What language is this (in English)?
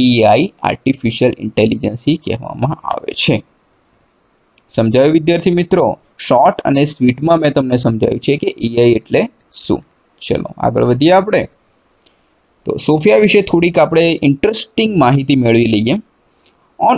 Gujarati